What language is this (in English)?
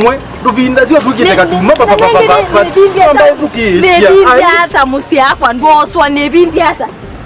Kamba